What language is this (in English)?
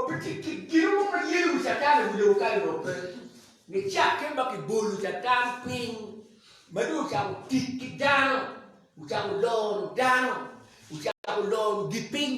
Acoli